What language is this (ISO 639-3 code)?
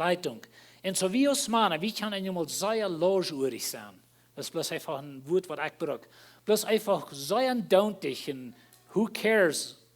pdt